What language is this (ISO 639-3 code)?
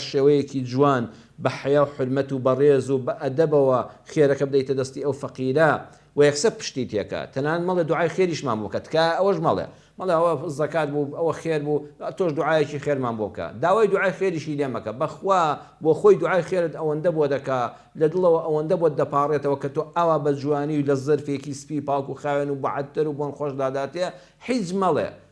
ckb